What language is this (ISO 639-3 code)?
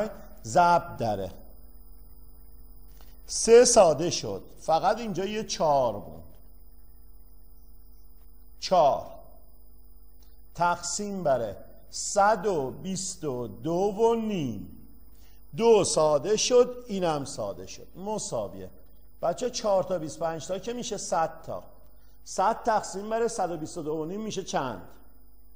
fas